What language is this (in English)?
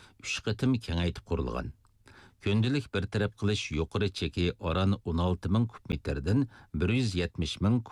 Uyghur